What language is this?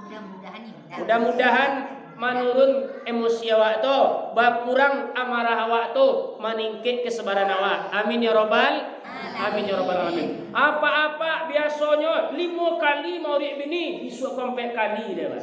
Minangkabau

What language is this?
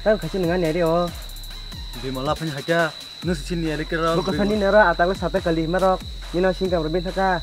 Kok Borok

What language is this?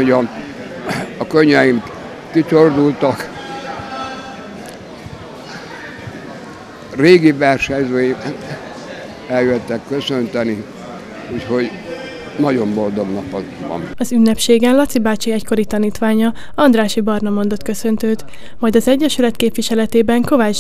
Hungarian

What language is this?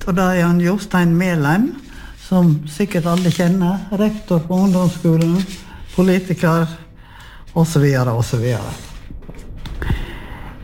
Norwegian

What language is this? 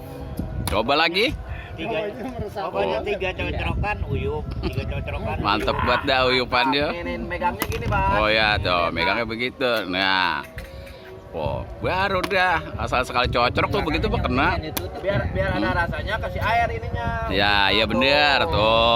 Betawi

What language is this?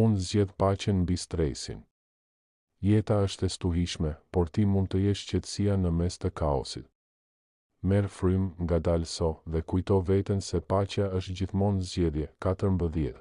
Albanian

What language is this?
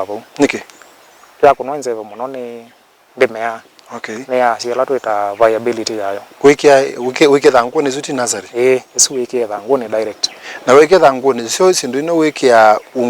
Kamba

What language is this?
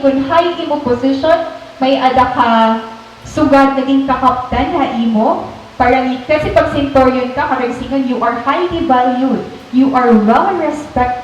Waray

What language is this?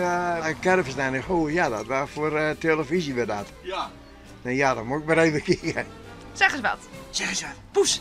Western Frisian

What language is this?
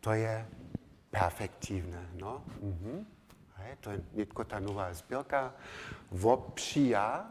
Upper Sorbian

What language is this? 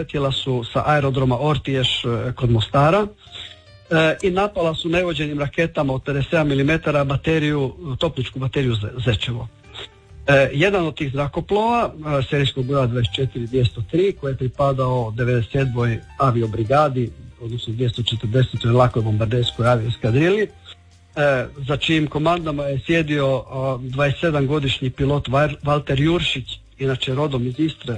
Croatian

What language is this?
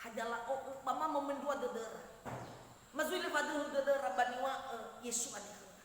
Nias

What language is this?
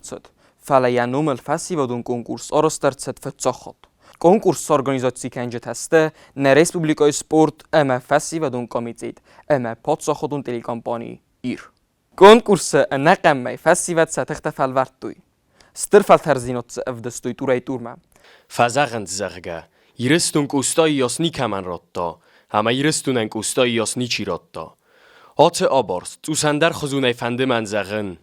Ossetic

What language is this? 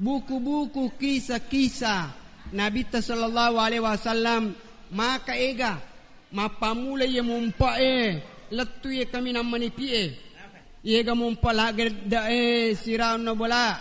Buginese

